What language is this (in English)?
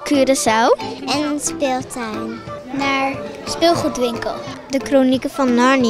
Dutch